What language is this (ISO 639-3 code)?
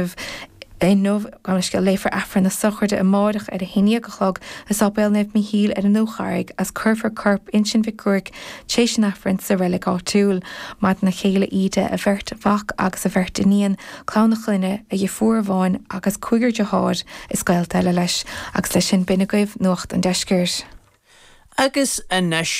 gle